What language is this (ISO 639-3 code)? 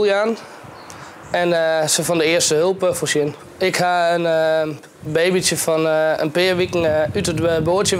fry